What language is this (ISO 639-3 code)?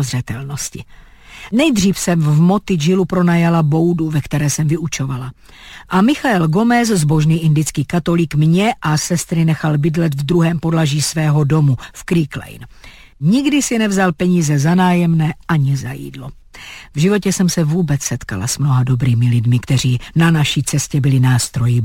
ces